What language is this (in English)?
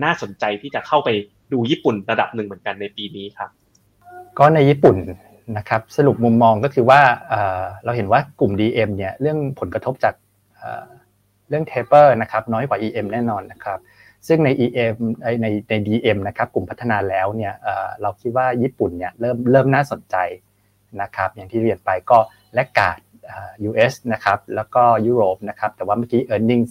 Thai